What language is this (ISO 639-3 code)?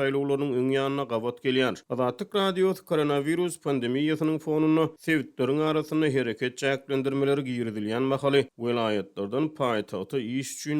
tuk